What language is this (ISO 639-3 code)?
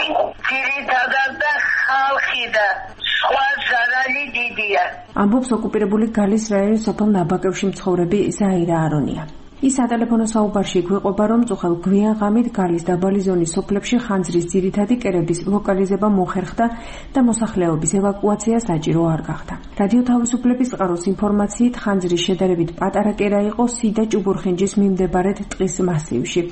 kat